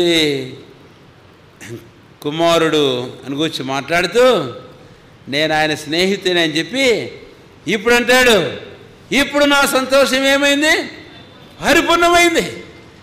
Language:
Telugu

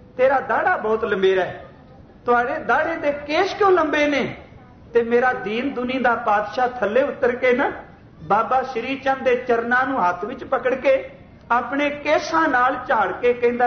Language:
Punjabi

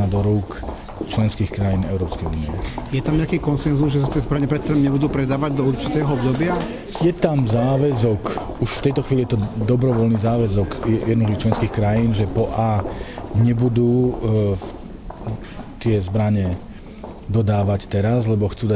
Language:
Slovak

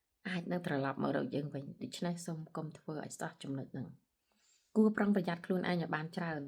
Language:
Khmer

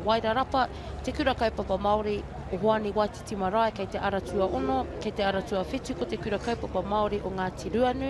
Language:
Māori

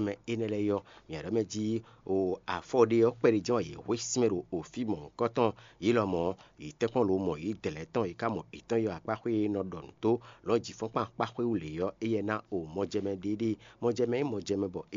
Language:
Fon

